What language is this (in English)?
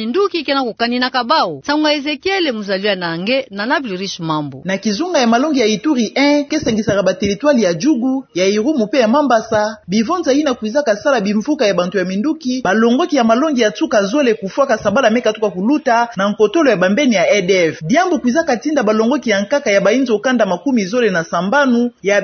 Kituba (Democratic Republic of Congo)